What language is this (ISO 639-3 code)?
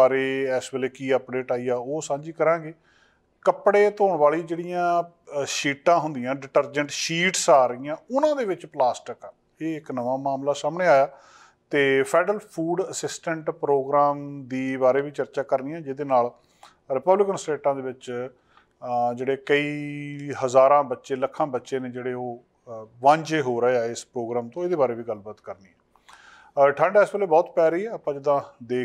pan